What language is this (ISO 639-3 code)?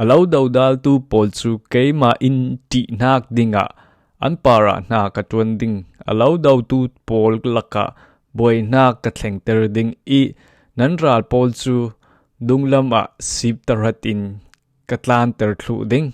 cfm